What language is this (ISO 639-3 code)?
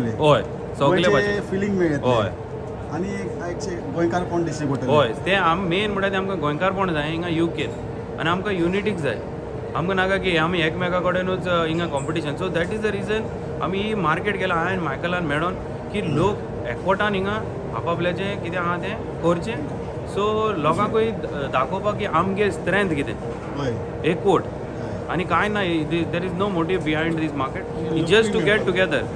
kok